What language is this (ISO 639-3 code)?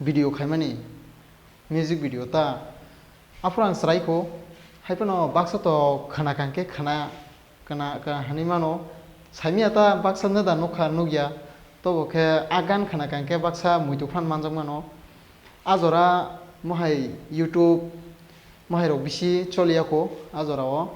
trp